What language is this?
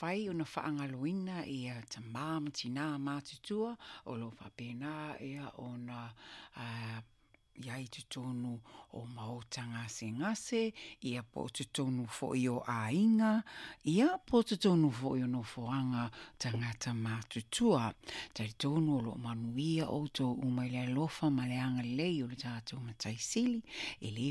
Samoan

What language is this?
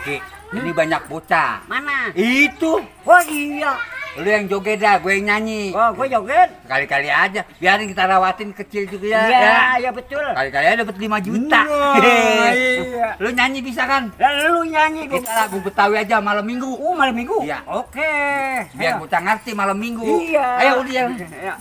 Betawi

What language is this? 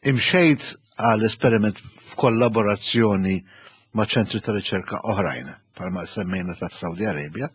Maltese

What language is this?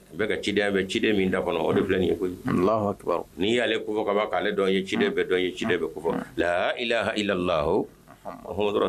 Bambara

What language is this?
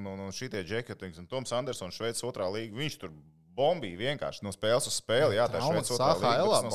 Latvian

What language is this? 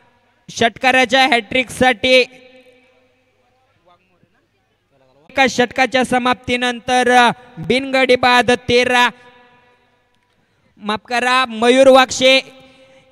Marathi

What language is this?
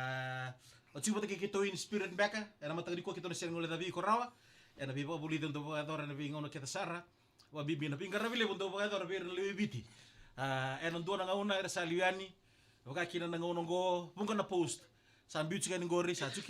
Fijian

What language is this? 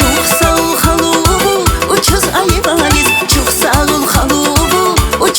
Tabassaran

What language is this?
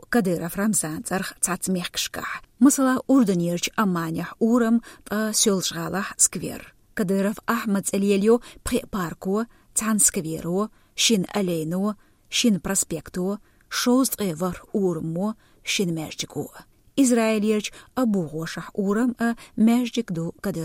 Chechen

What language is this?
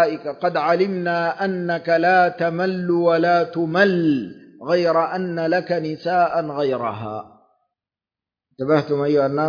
Arabic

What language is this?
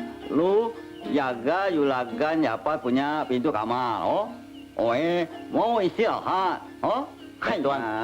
Betawi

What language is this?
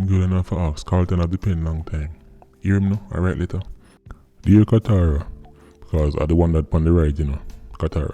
Jamaican Creole English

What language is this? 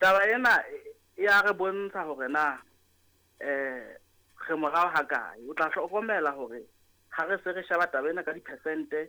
Southern Sotho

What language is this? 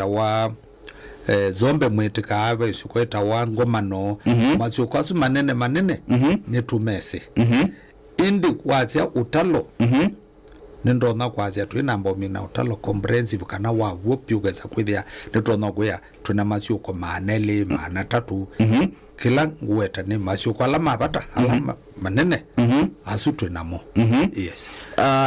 Kamba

